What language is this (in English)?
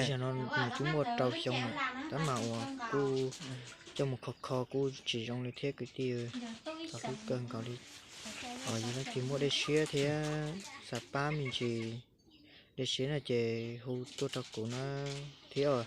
Hmong